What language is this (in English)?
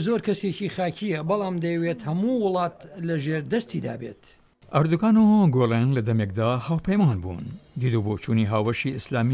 Central Kurdish